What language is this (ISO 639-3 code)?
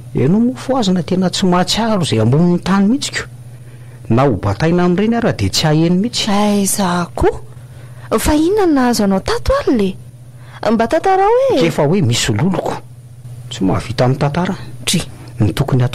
mlg